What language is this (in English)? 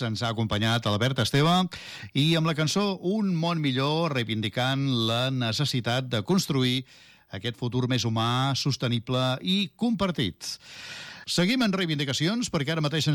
Catalan